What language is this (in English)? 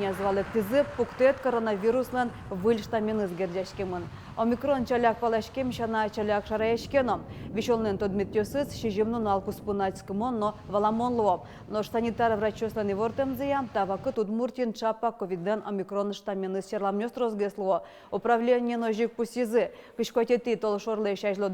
Udmurt